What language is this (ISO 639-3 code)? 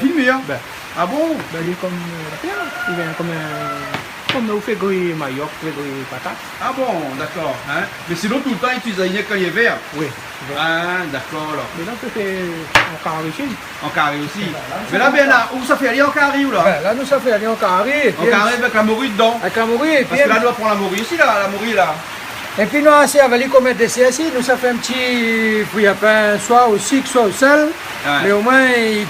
rcf